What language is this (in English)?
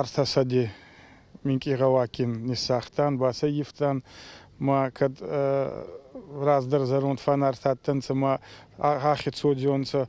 Ossetic